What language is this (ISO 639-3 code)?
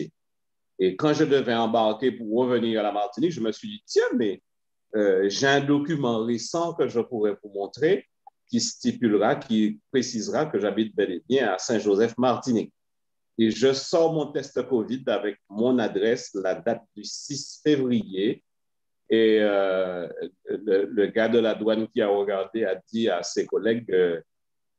fra